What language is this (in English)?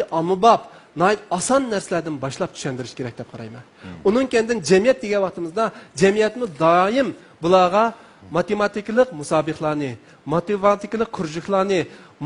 Uyghur